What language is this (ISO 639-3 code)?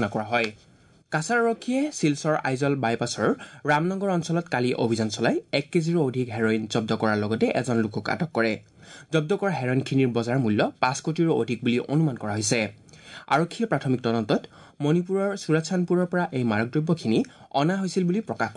asm